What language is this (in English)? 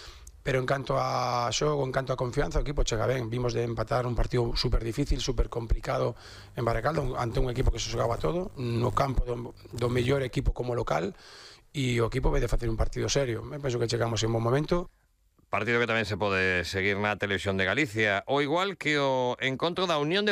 Galician